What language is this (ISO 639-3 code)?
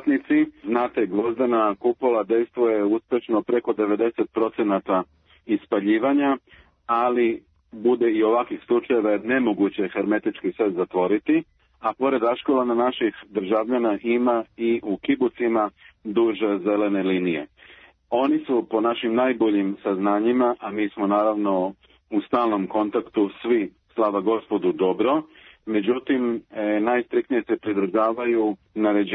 srp